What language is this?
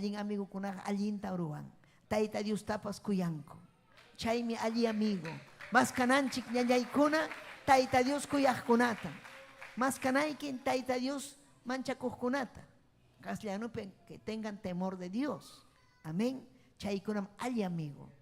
Ayacucho Quechua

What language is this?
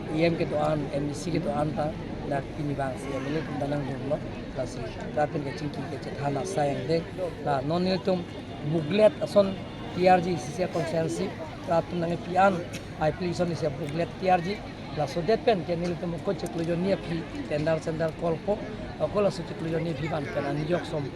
Karbi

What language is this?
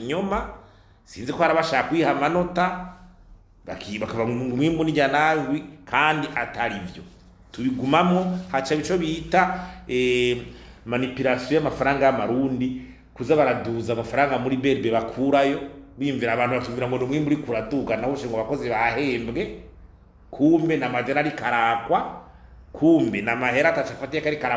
Rundi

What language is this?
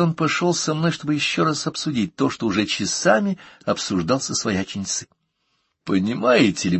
Russian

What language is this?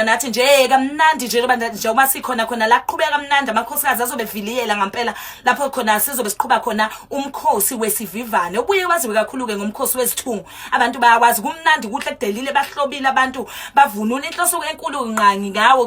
Zulu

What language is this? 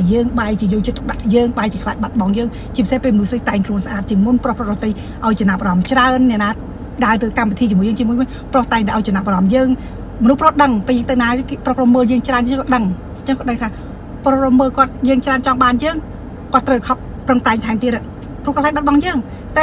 Khmer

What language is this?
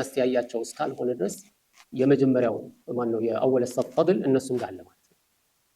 Amharic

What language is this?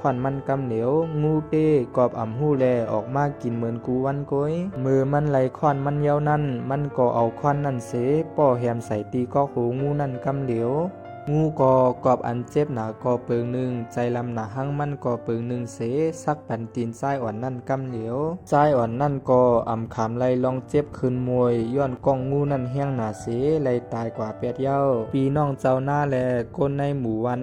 Shan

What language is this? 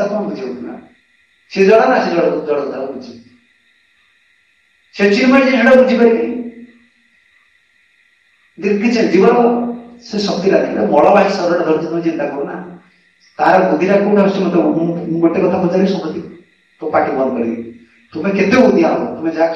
Odia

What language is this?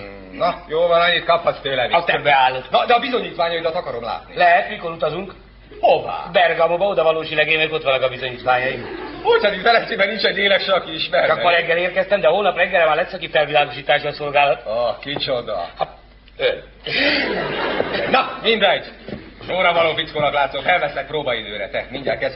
Hungarian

